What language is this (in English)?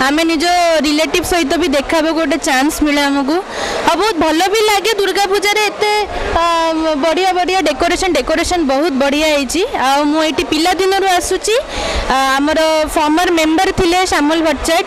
Odia